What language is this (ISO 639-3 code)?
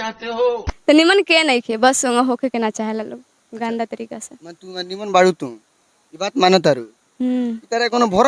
bho